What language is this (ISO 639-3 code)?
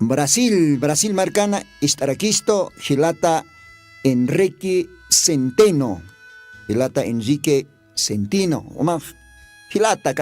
aym